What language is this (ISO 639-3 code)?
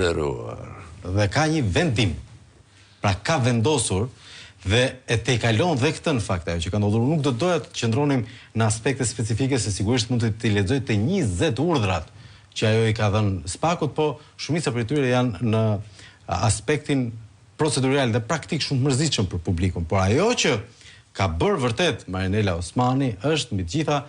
sqi